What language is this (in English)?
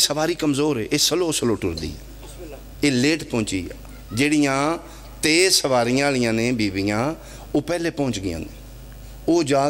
Pahari-Potwari